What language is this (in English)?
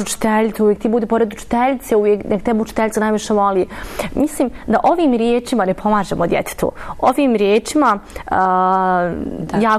Bosnian